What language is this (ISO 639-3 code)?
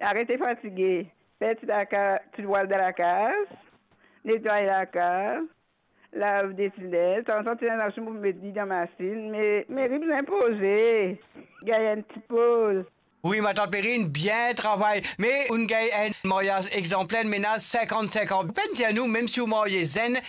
mfe